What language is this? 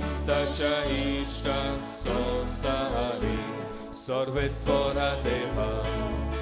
Konkani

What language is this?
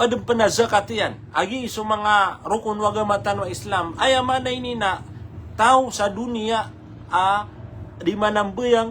Maranao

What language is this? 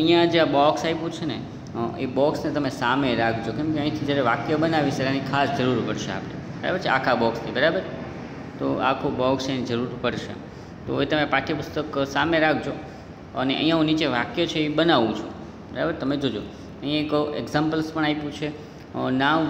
Gujarati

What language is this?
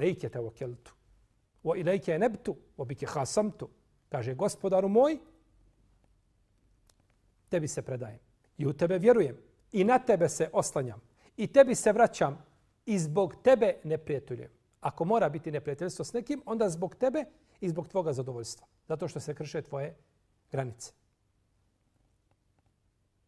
Bosnian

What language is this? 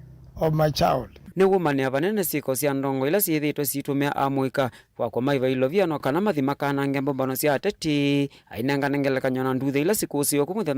Kamba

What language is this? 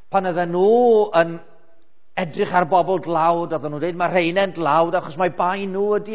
Welsh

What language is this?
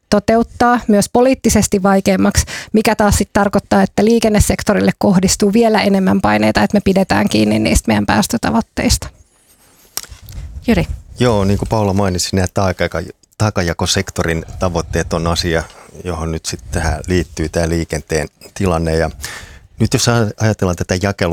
Finnish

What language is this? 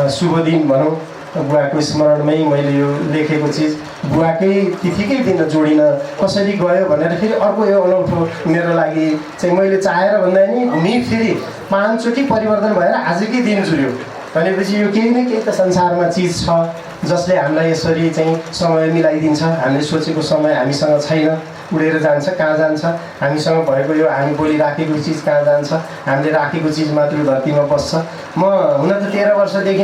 Nepali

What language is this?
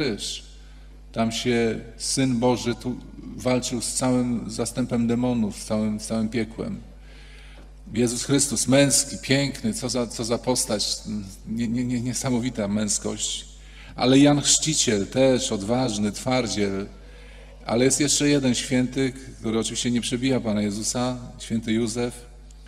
Polish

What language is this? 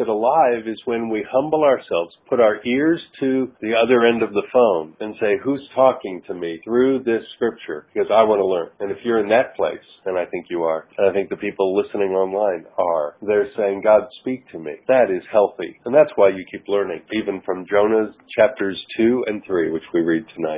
English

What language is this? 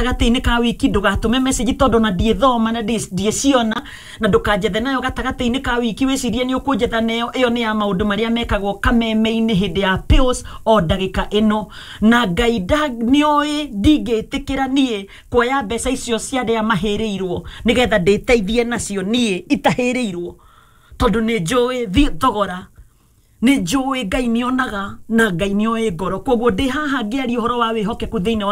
Kikuyu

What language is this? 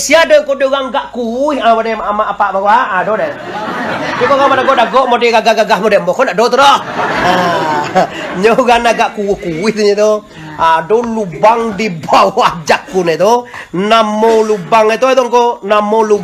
Minangkabau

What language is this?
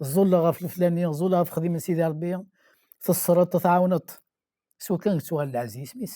Kabyle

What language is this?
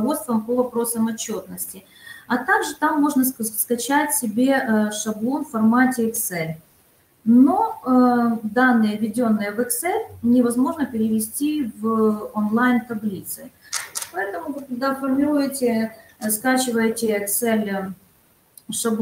Russian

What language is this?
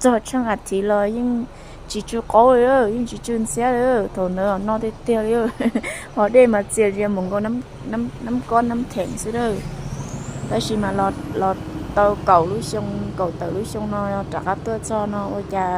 Hmong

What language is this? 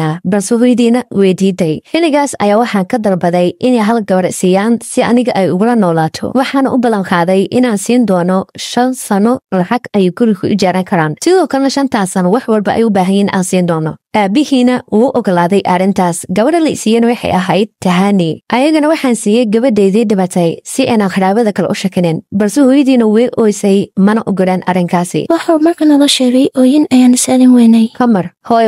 Somali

